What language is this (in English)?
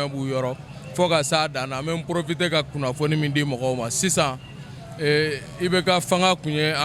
Bambara